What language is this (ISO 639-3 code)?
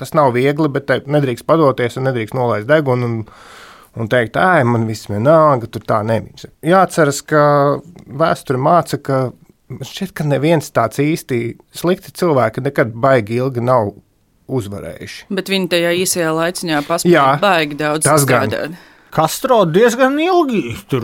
lav